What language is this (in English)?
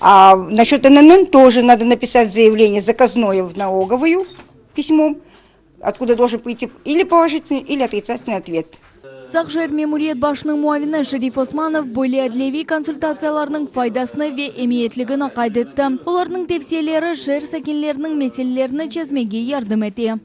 Crimean Tatar